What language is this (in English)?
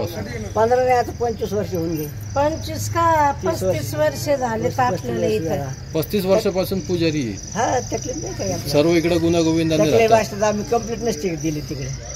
Marathi